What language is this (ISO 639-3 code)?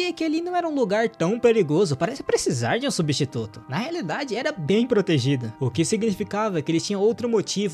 por